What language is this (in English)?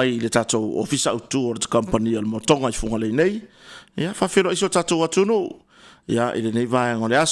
Samoan